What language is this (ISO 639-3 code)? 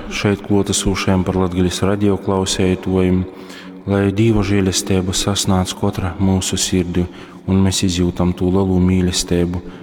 ltg